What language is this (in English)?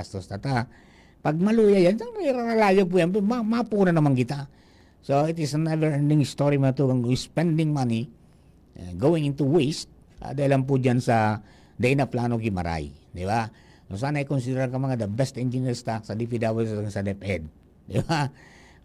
Bikol